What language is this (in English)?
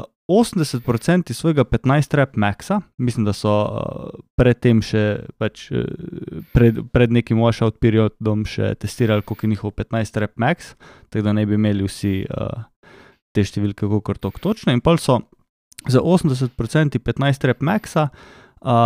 Slovenian